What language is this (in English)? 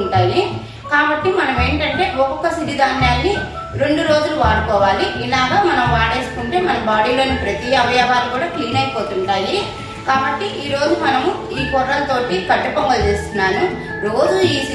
Telugu